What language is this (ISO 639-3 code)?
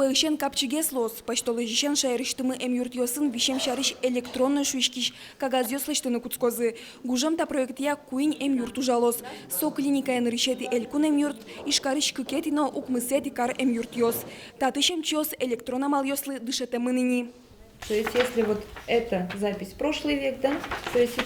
udm